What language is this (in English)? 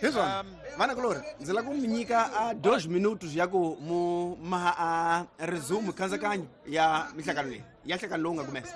Tsonga